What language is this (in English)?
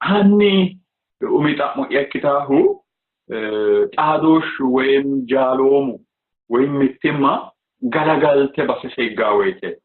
Sidamo